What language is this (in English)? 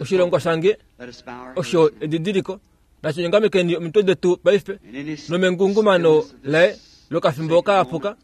Kuanyama